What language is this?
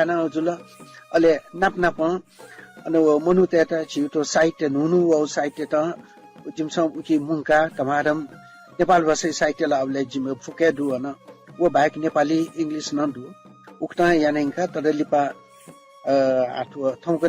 Newari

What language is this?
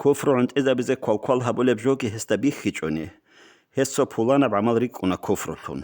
Avaric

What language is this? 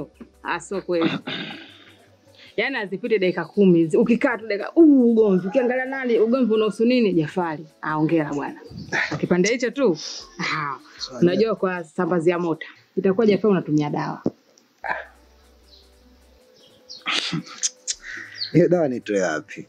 Swahili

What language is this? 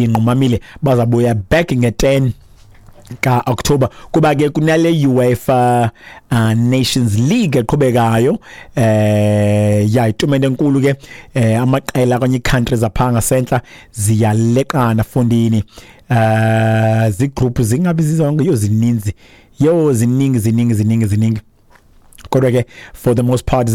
Xhosa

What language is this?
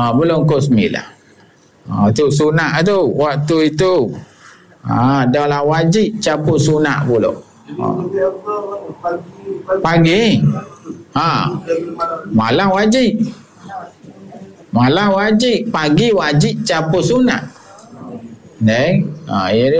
Malay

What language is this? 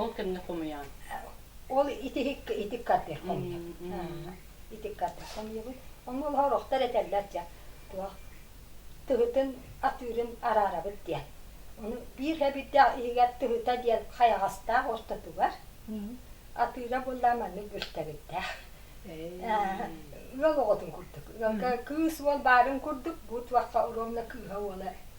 Yakut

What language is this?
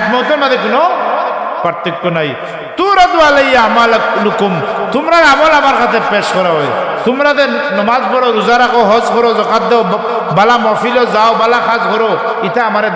Sylheti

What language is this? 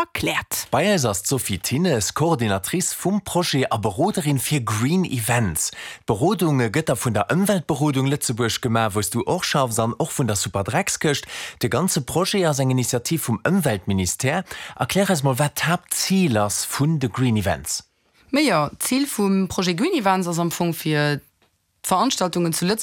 Luxembourgish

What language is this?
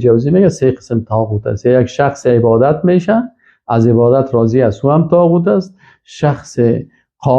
Persian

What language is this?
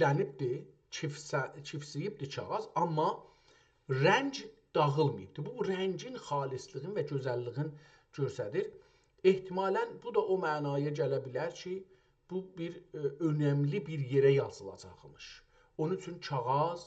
South Azerbaijani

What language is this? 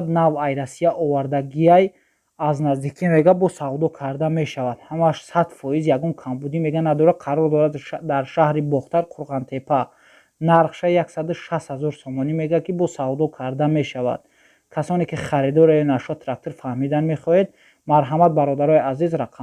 Tajik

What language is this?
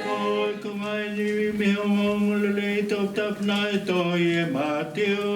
Tongan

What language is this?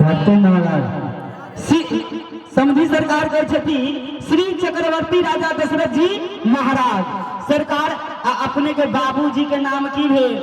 Maithili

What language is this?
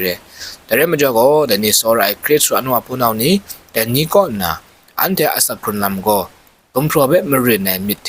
Kachin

